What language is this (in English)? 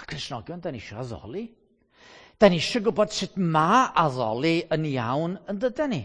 Welsh